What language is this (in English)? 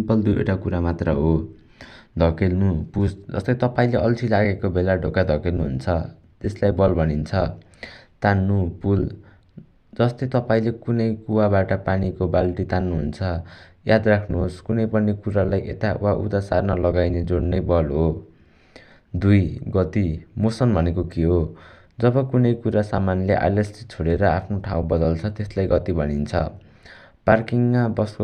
Nepali